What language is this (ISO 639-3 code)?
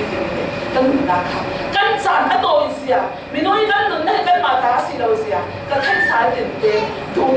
cfm